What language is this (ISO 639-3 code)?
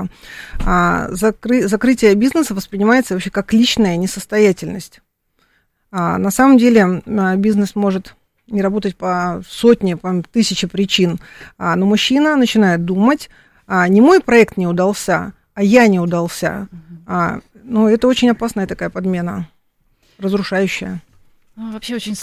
rus